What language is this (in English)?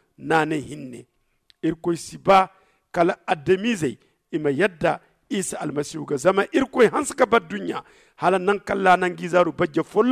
Zarma